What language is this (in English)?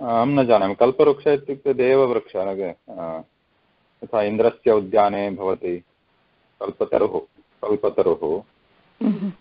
Sanskrit